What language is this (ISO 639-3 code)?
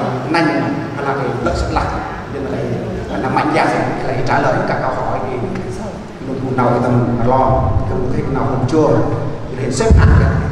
cmo